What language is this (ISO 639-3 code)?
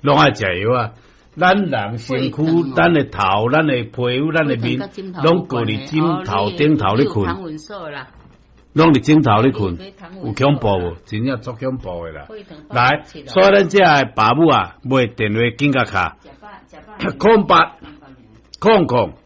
nan